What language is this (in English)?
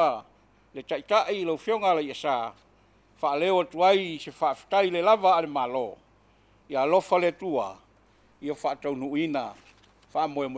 Samoan